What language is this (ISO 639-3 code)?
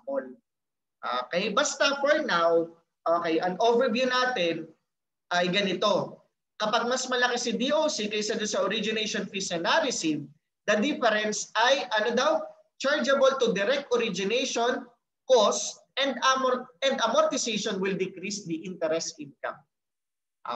fil